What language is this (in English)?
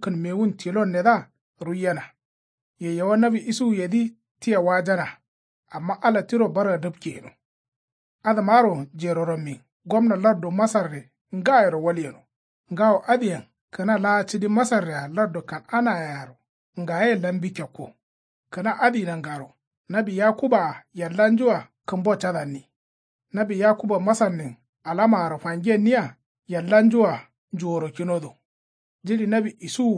Kanuri